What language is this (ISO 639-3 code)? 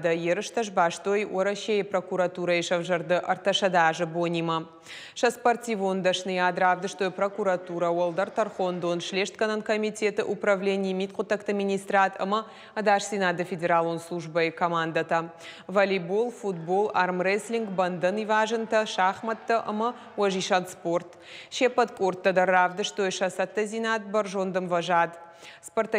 oss